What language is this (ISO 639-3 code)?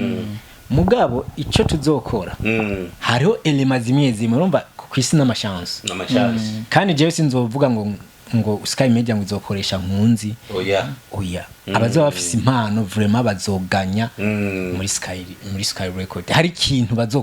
run